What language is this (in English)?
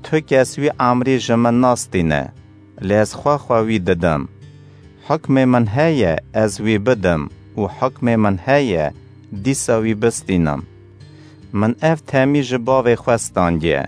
Kurdish